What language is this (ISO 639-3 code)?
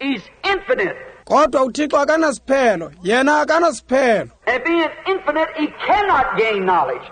xho